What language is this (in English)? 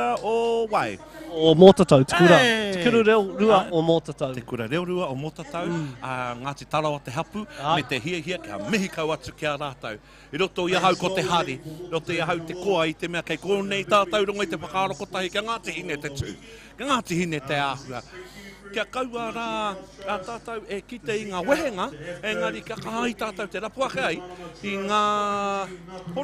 Māori